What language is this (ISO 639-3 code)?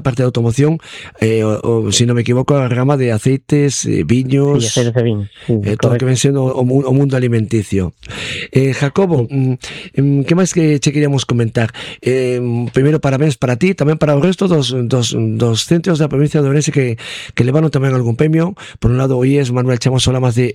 glg